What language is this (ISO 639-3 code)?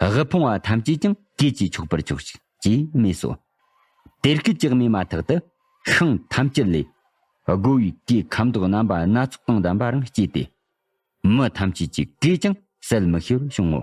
bod